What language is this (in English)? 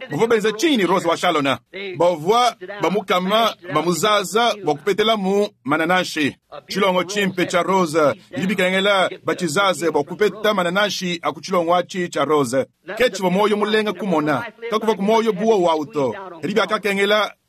Luba-Lulua